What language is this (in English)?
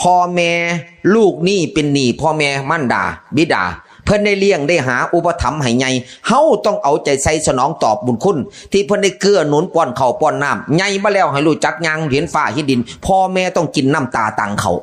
Northeastern Thai